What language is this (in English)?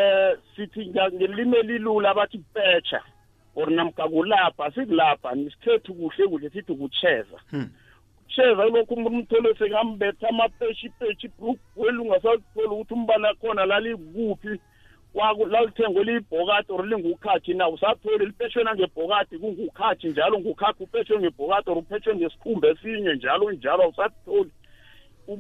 South Ndebele